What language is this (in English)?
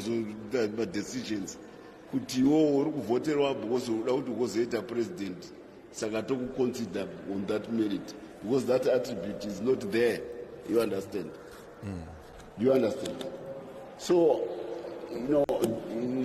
Shona